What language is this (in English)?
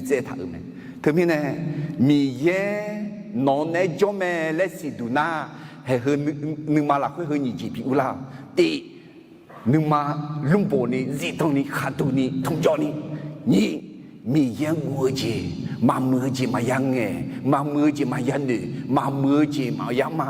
Akha